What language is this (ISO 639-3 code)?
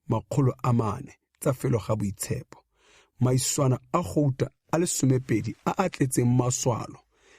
tsn